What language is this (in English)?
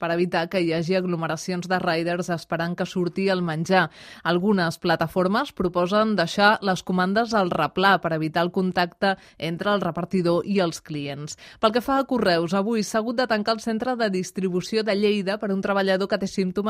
Catalan